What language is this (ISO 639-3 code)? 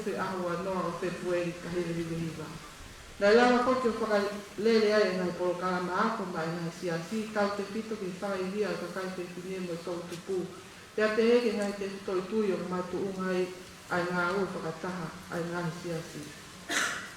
ton